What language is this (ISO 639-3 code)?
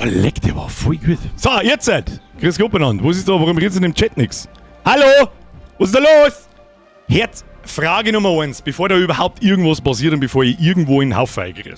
bar